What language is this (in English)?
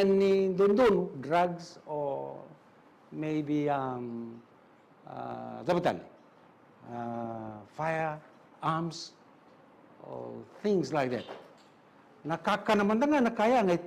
Fijian